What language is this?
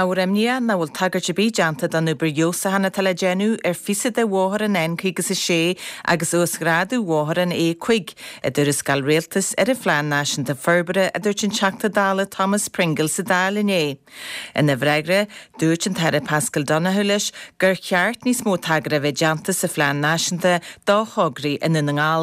Irish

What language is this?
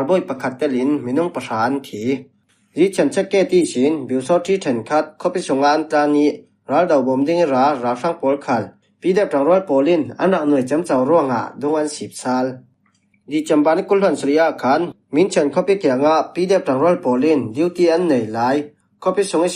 Falam Chin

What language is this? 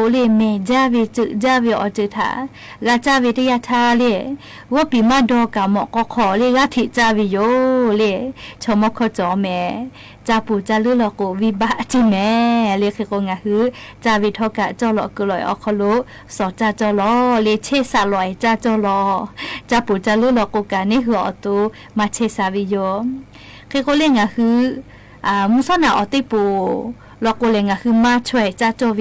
Lahu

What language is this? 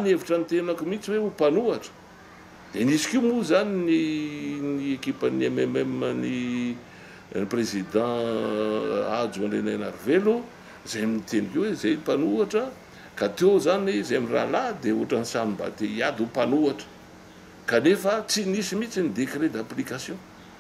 Malagasy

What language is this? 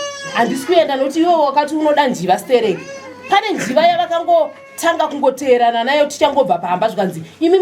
Shona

